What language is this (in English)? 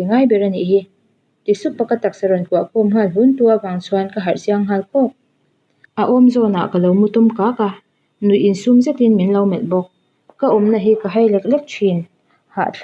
Mizo